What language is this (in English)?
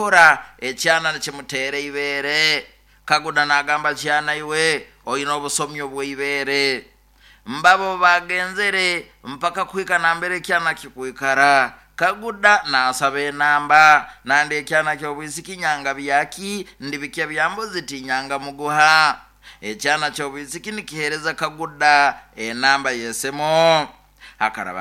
Nyoro